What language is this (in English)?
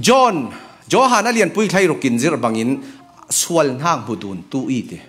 Falam Chin